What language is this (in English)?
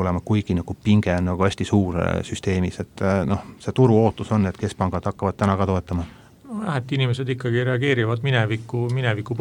Estonian